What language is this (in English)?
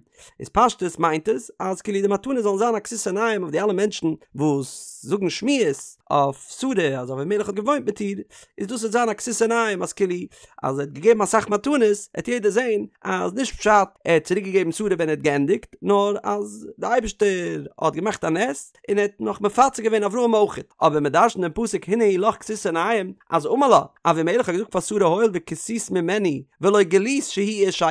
Yiddish